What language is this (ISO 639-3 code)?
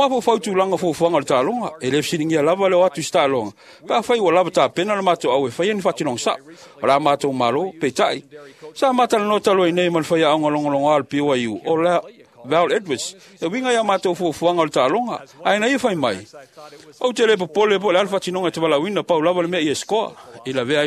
smo